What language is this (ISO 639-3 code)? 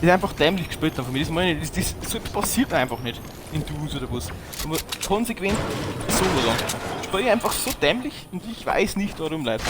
bar